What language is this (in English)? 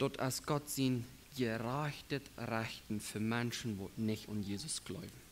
Plautdietsch